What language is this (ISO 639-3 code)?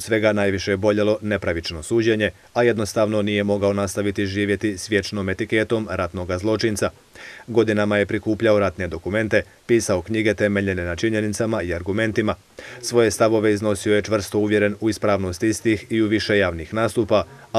hrv